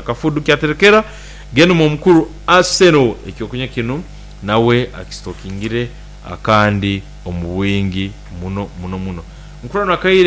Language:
Nyankole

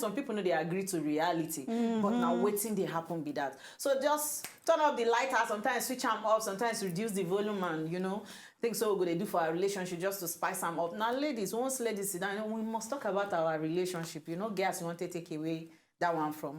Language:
Nigerian Pidgin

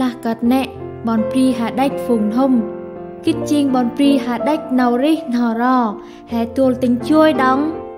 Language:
Central Mnong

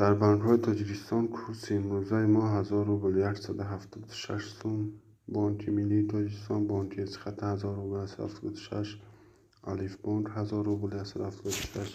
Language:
Tajik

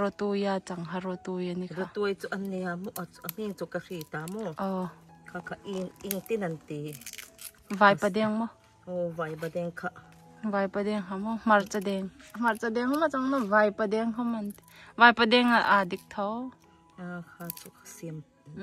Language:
Hmar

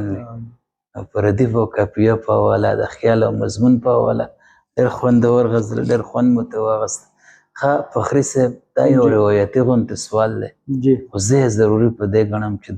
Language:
Pashto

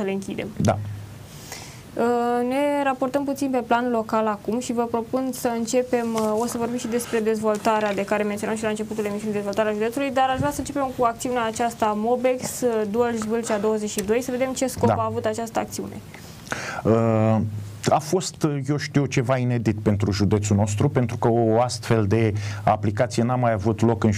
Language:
Romanian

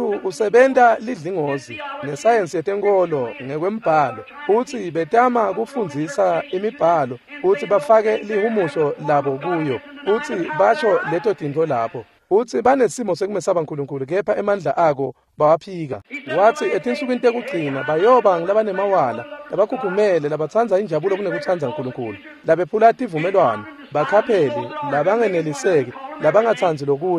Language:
Swati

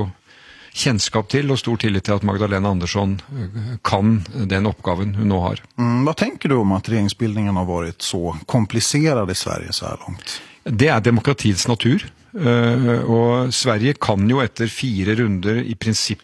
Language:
Norwegian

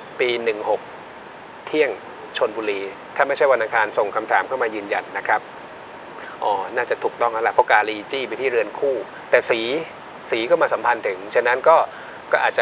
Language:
Thai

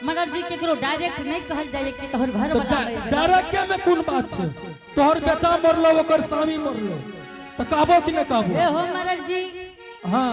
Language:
Angika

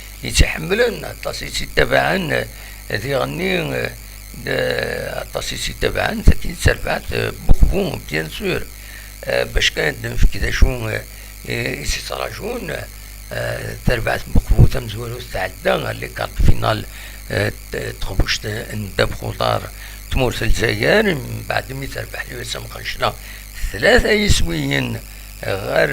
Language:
Kabyle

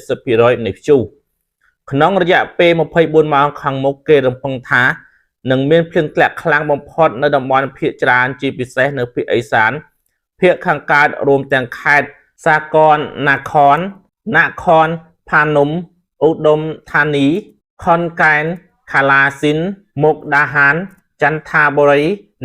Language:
Khmer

